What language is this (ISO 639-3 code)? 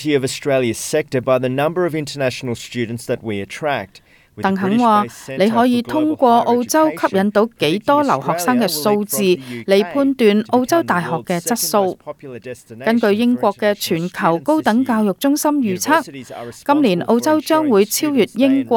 yue